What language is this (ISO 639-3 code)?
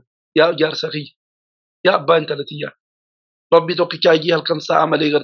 orm